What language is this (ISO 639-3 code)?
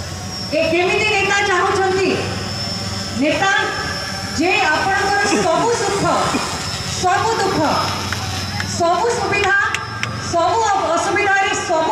ori